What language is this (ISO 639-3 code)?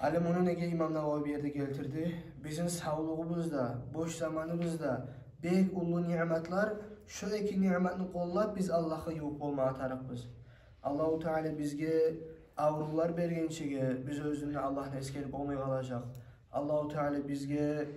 kum